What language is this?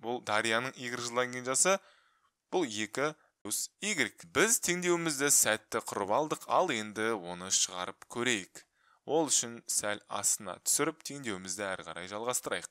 Kazakh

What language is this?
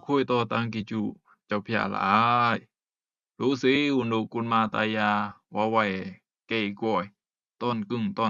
Rumai Palaung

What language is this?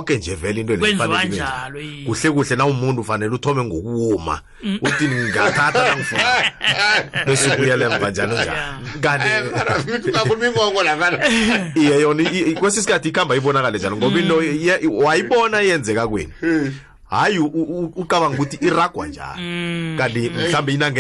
South Ndebele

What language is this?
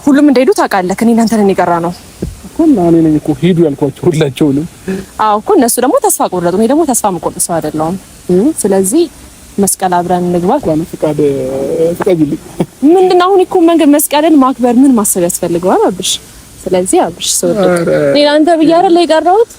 Amharic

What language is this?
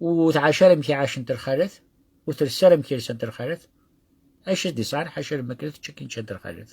Kabyle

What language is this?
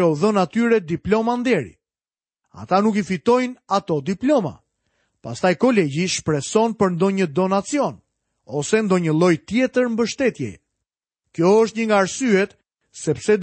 Albanian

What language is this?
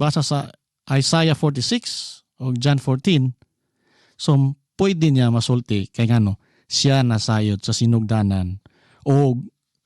Cebuano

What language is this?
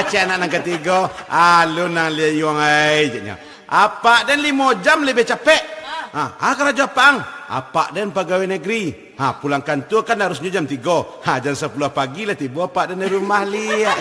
Minangkabau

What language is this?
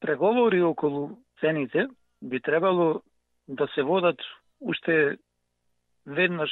Macedonian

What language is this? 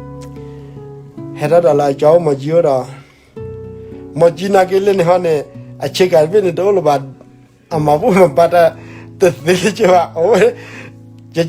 S'gaw Karen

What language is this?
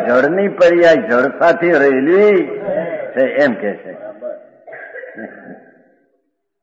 Gujarati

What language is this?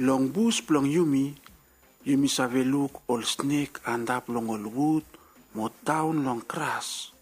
Bislama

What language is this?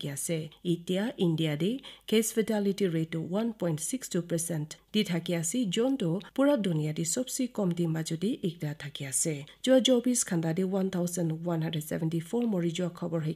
Naga Pidgin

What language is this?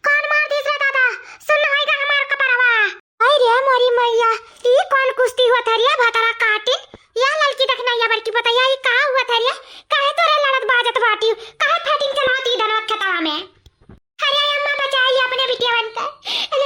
Awadhi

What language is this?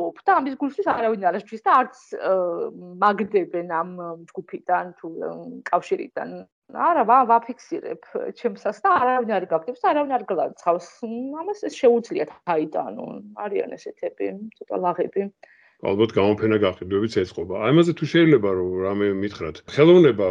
Georgian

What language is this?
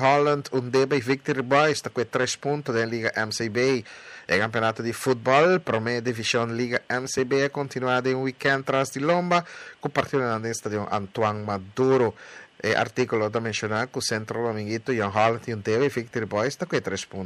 Papiamento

